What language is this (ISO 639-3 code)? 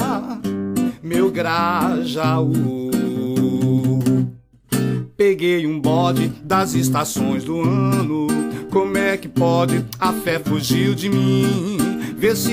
por